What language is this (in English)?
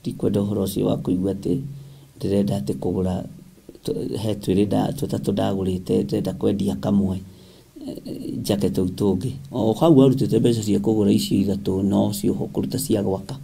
Kikuyu